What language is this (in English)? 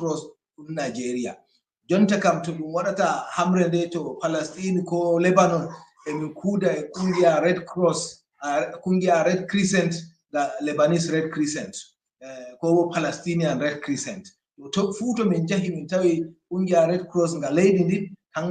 Fula